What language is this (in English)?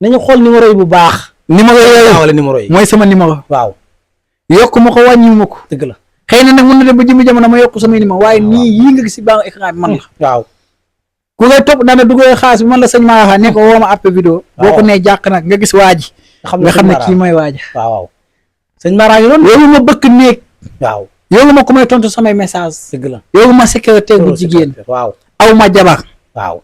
Wolof